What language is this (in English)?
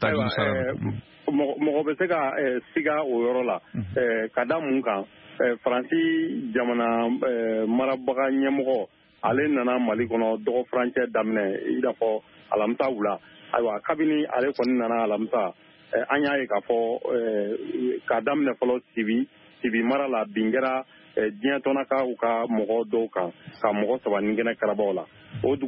Bambara